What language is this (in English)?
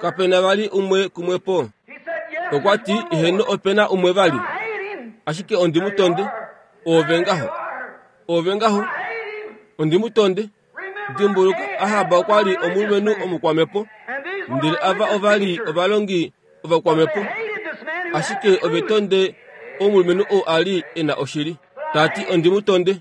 Kuanyama